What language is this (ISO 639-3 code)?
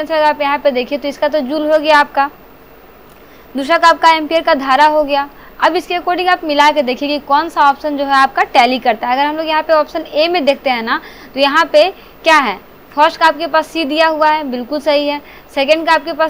hin